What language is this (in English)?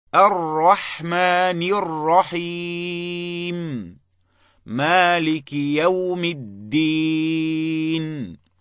Chechen